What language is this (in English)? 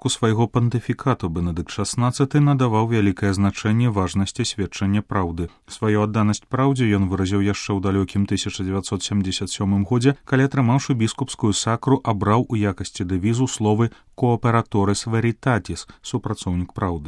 Belarusian